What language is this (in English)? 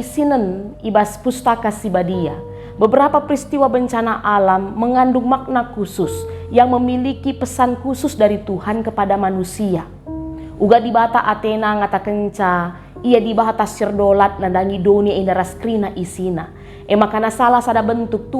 Batak Karo